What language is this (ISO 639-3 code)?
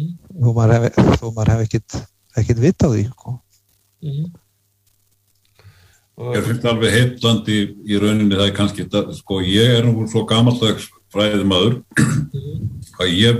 isl